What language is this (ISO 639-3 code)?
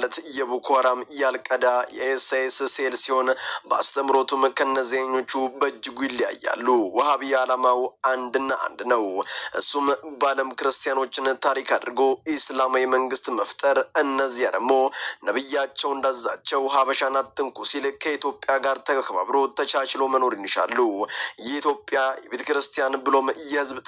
amh